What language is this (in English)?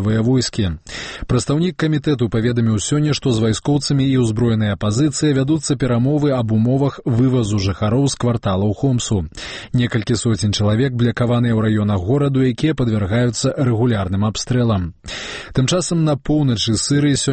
Belarusian